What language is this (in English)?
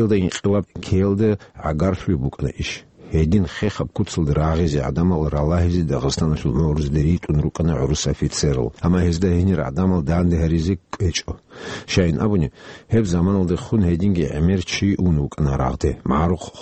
Avaric